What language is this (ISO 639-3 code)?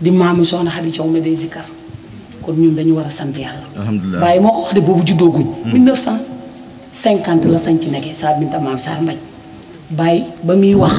wol